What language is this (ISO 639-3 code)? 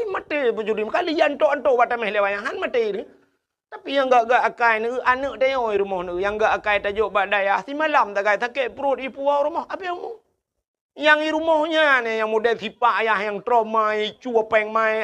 ace